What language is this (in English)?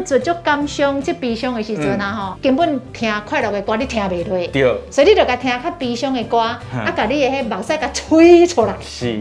Min Nan Chinese